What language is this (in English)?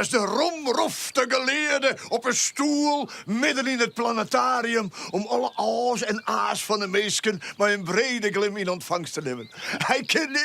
Western Frisian